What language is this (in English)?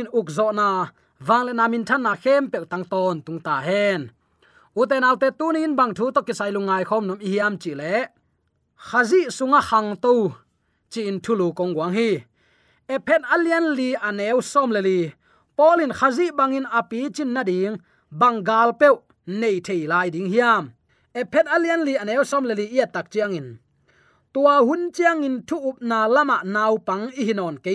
Tedim Chin